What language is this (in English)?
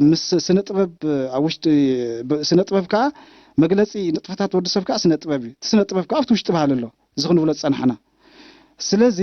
Tigrinya